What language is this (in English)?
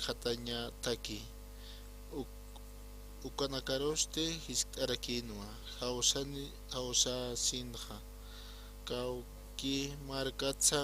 Aymara